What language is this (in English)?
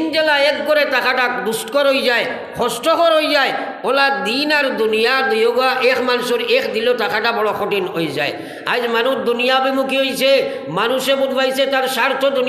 Sylheti